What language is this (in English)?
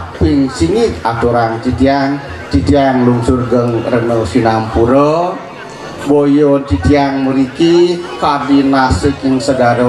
Balinese